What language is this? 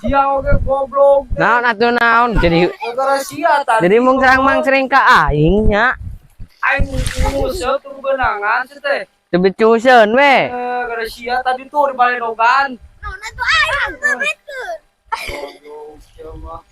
Sundanese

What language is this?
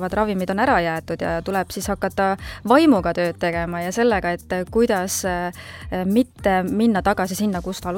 Estonian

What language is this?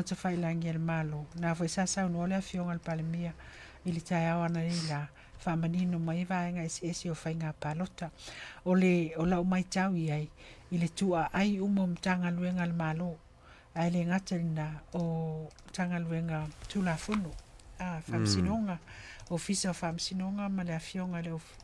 Samoan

